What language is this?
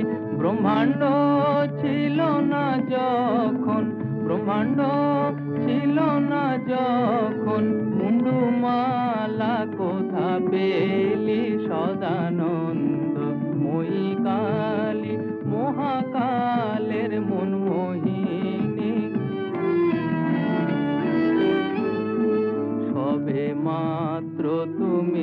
Bangla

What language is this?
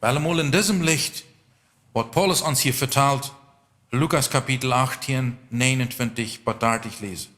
Plautdietsch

